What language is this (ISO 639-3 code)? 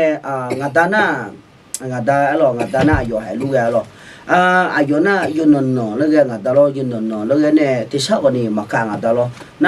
ahk